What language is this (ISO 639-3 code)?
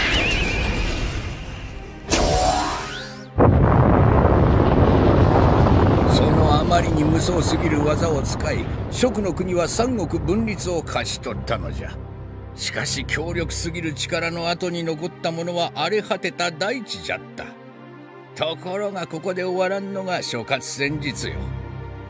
jpn